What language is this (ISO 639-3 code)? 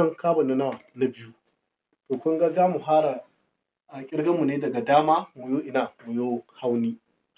hau